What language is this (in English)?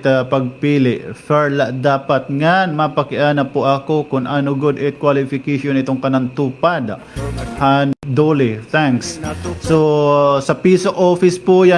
Waray